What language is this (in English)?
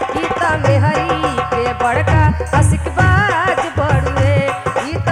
Bhojpuri